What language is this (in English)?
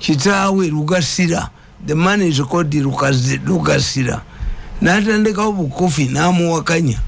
Ganda